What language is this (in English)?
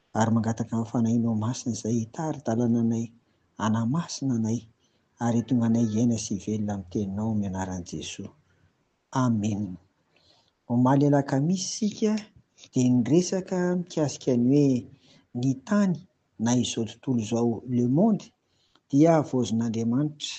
Malagasy